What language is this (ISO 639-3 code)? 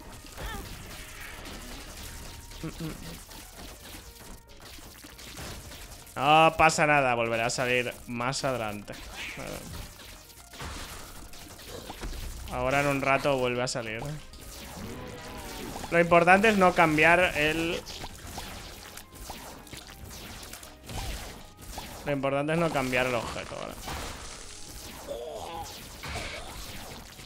spa